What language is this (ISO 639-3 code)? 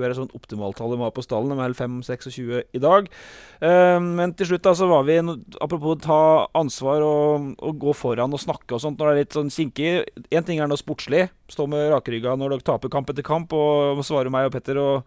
nor